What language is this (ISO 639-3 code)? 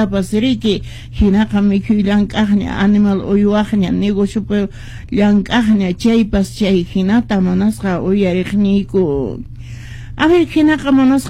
que